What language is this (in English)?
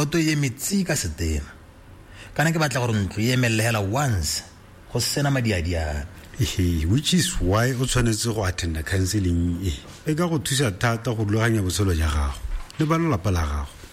Tswana